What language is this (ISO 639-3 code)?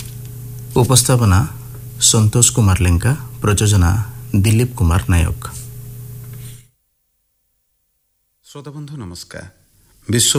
ori